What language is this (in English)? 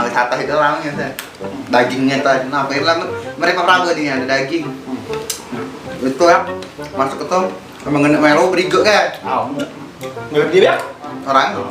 Musi